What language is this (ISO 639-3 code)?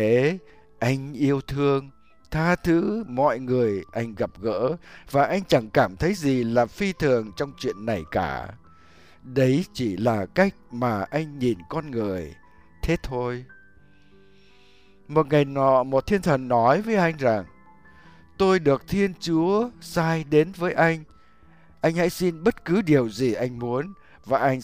vie